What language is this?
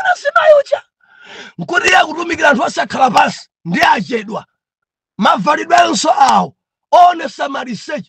Nyanja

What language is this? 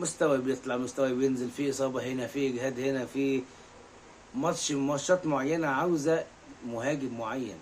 Egyptian Arabic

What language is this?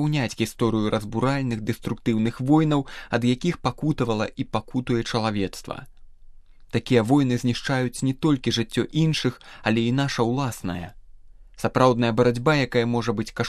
Belarusian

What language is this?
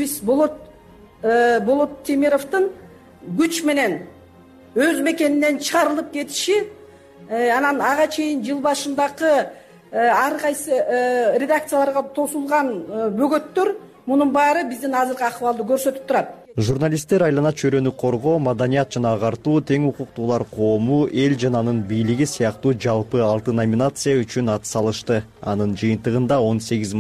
Kyrgyz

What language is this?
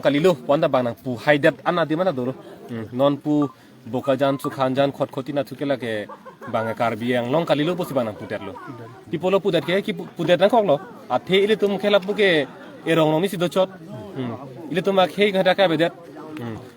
Karbi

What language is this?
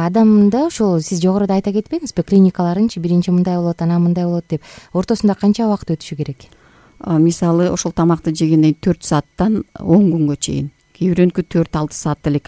Kyrgyz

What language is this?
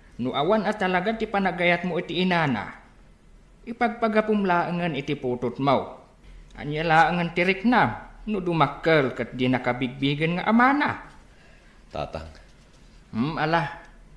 Iloko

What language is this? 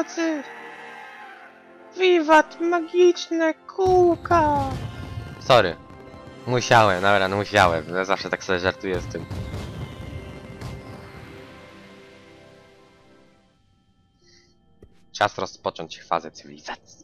Polish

